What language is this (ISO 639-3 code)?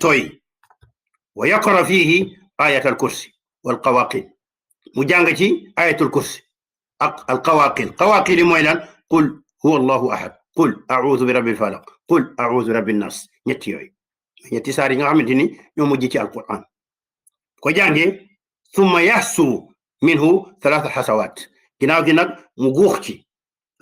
wol